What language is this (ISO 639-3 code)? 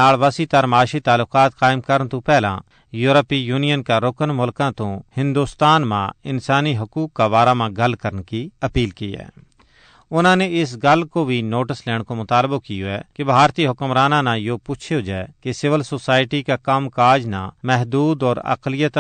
gju